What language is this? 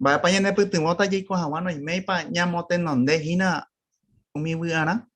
Guarani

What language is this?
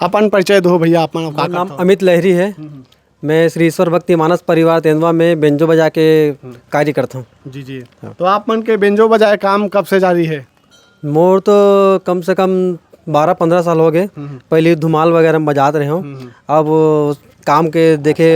Chhattisgarhi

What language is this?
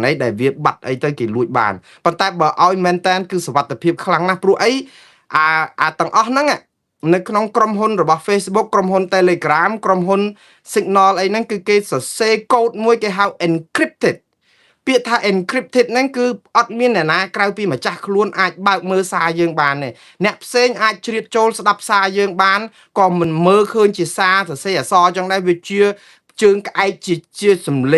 Khmer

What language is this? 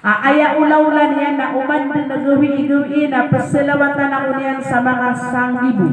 Maranao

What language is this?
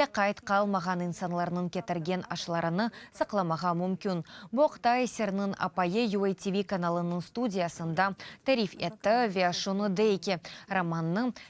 Crimean Tatar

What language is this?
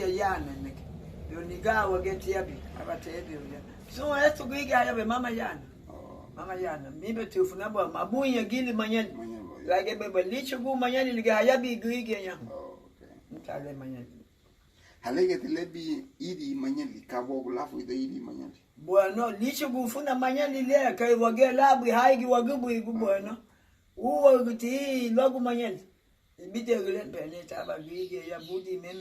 Garifuna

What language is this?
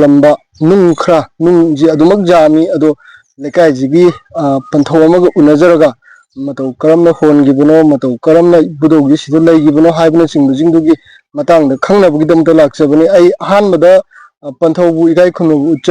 Manipuri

